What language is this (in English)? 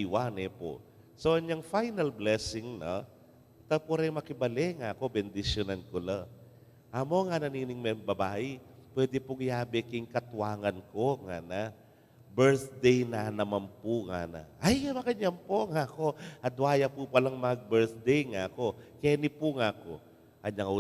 Pampanga